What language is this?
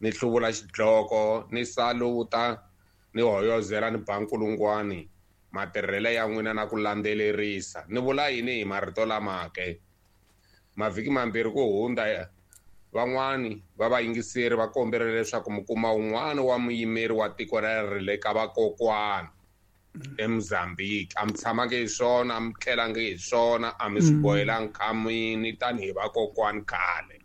Tsonga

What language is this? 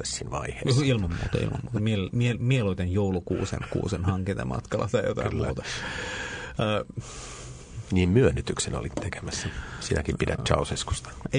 Finnish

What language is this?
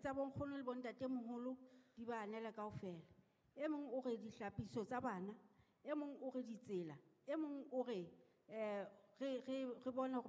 Southern Sotho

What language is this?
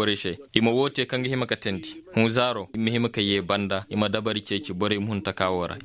Koyraboro Senni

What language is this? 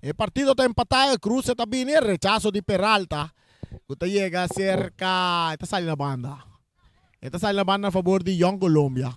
Papiamento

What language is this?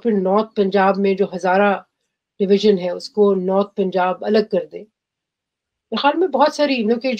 Urdu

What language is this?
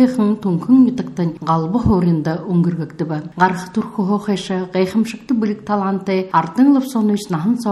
Buriat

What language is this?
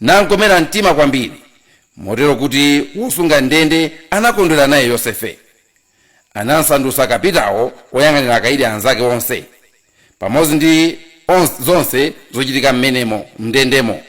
Nyanja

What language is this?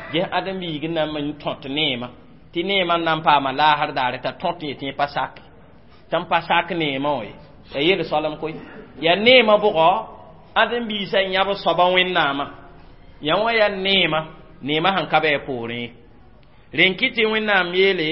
Mossi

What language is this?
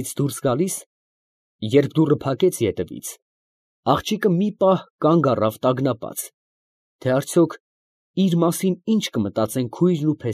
Armenian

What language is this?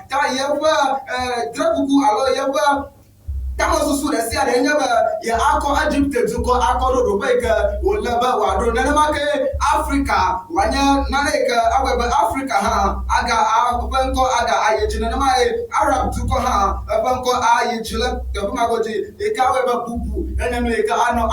Ewe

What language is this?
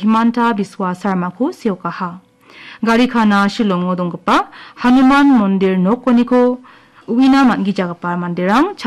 Garo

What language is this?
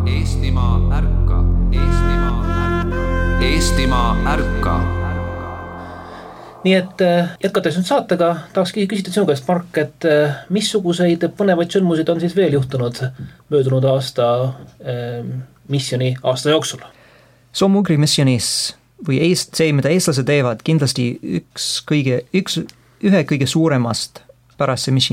Estonian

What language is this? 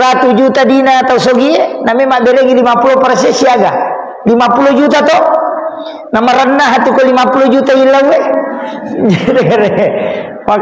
Buginese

